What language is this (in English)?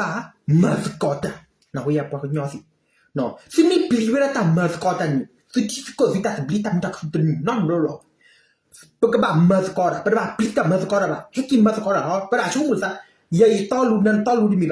S'gaw Karen